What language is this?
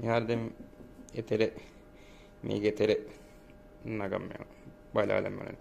Divehi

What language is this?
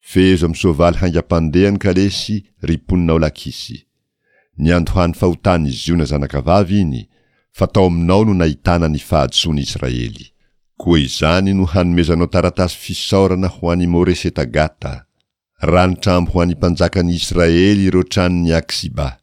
Malagasy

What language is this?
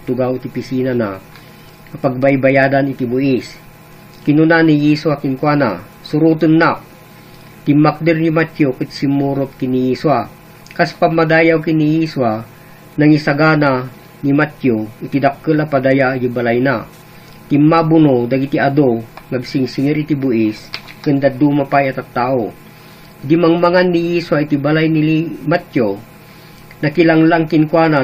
Iloko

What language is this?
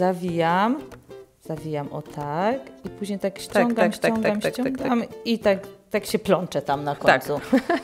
Polish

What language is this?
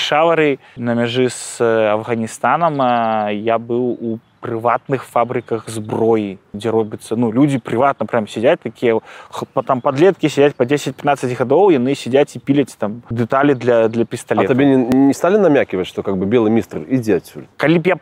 Belarusian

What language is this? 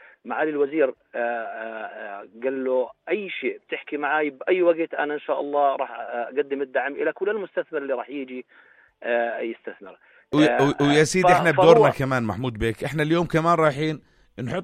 North Levantine Arabic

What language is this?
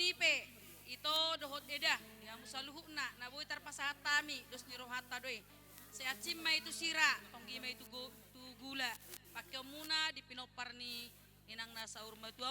Batak Toba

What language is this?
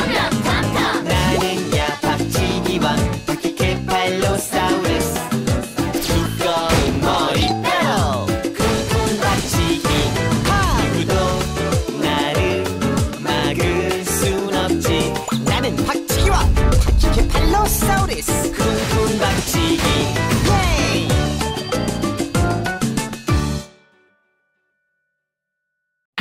Korean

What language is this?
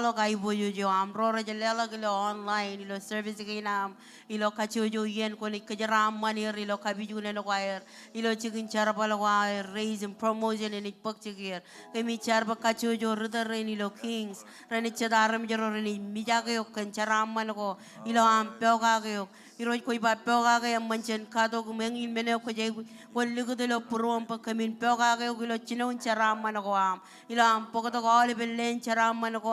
Marshallese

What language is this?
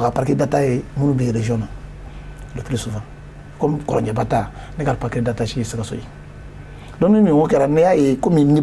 Bambara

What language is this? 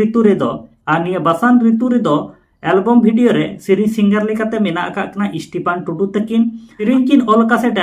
Santali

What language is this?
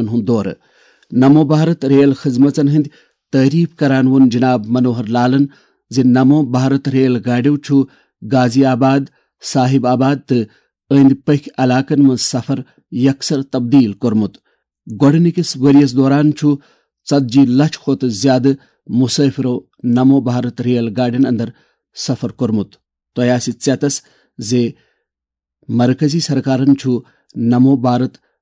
Kashmiri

